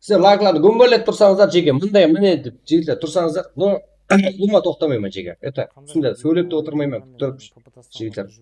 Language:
Kara-Kalpak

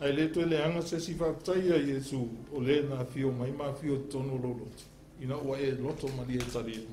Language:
Samoan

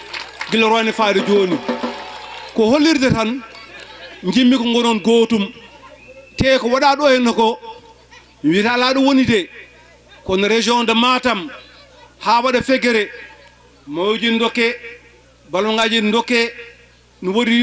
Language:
Fula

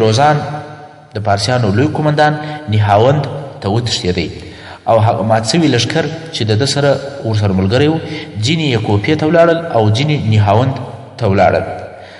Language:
Pashto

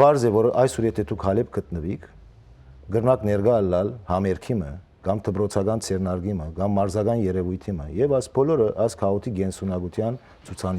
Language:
Western Armenian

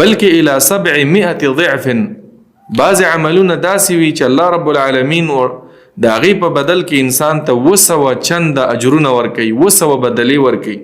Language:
Pashto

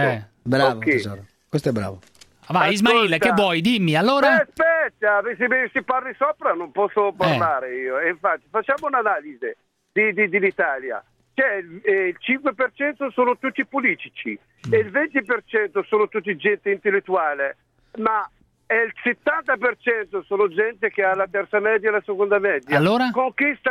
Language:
Italian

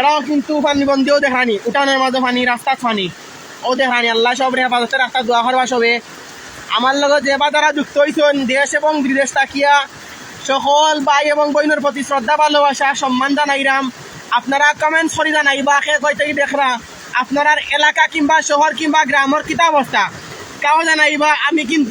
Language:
Sylheti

